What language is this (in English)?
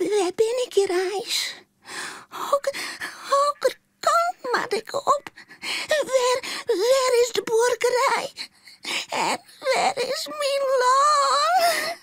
Western Frisian